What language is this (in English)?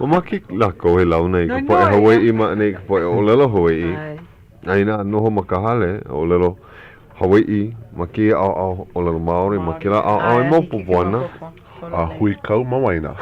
Hawaiian